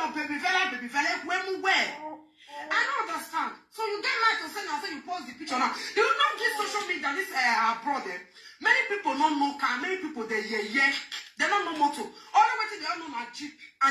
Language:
Nigerian Pidgin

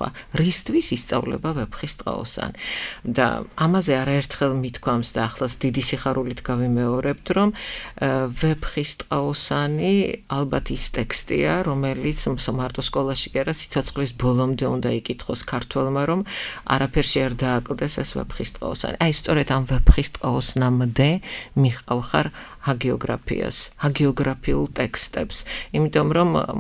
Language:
Georgian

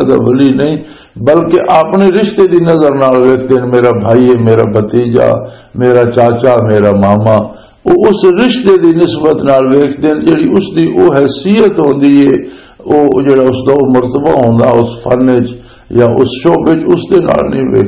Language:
Western Panjabi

